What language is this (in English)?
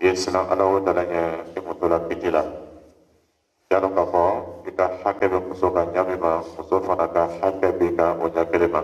Dyula